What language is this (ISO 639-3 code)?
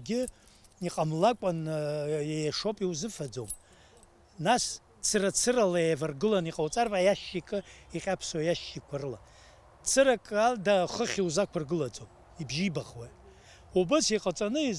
abk